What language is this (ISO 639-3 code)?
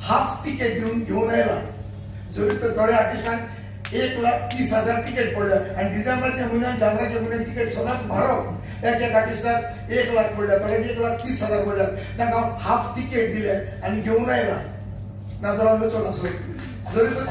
kok